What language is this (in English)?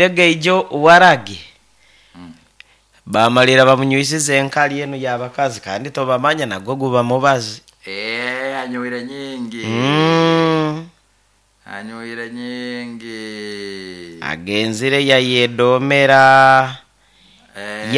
Nyoro